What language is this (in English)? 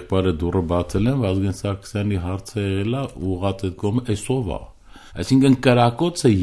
Armenian